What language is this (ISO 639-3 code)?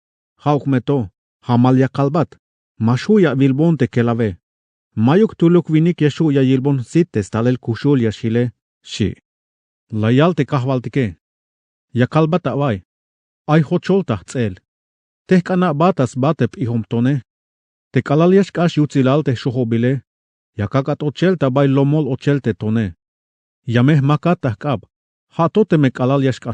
tzh